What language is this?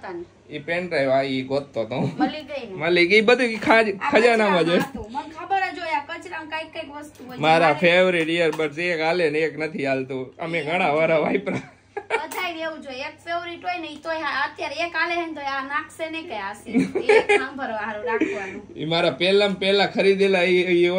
Gujarati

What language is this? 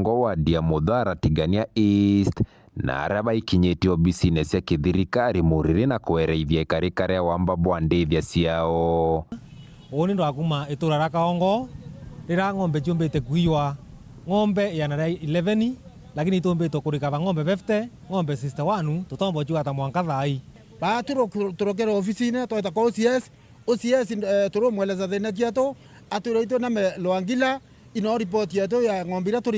Meru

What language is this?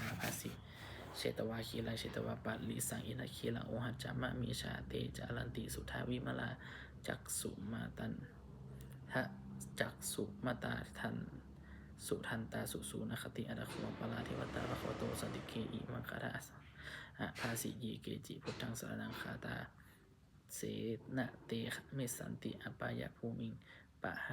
Pali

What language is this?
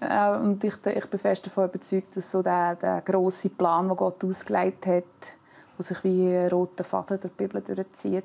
Swiss German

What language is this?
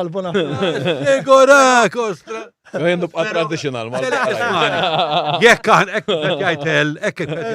Maltese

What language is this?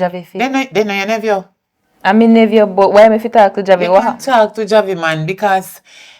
Jamaican Creole English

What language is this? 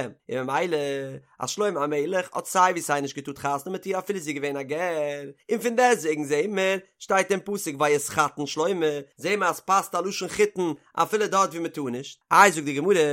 Yiddish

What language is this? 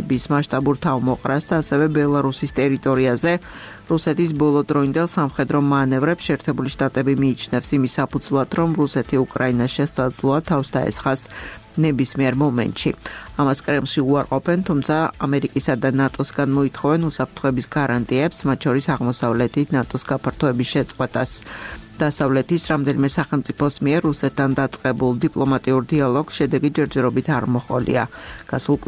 Georgian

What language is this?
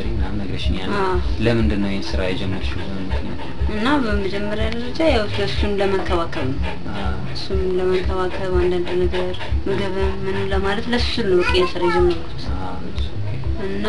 Amharic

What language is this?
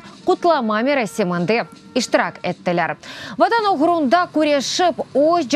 Crimean Tatar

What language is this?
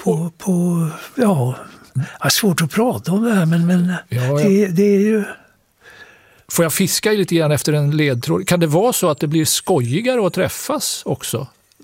Swedish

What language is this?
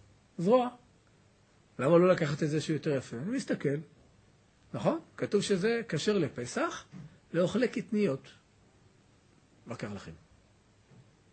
Hebrew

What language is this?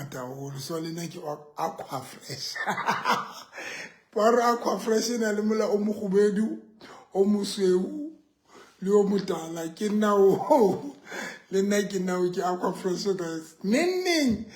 Southern Sotho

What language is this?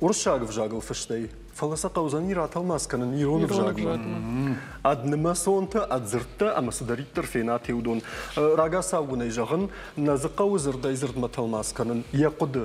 Ossetic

